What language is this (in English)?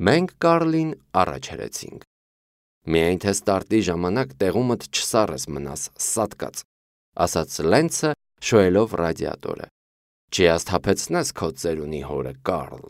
Armenian